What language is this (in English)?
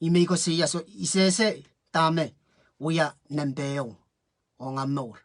Pohnpeian